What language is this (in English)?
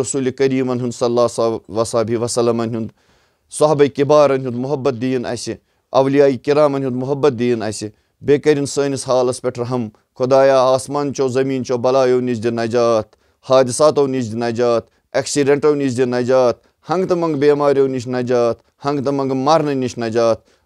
Kashmiri